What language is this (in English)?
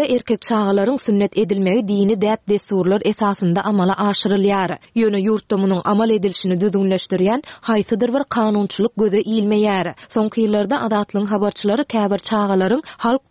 Turkmen